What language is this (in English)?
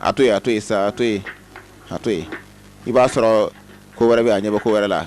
Bambara